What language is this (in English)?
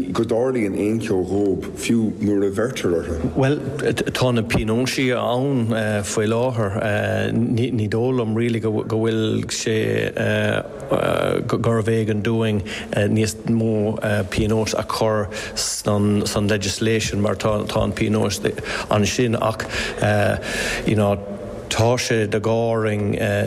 Irish